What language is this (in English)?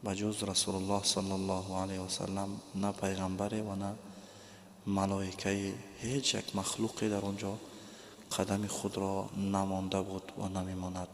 Tajik